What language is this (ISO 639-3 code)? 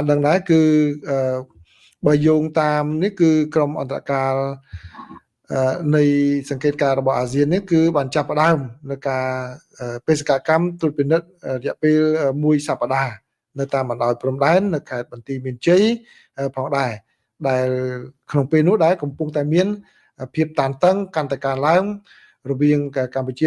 khm